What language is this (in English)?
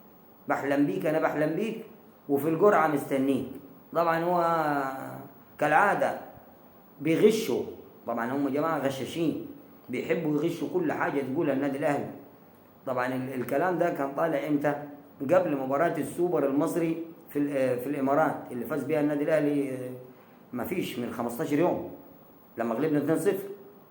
Egyptian Arabic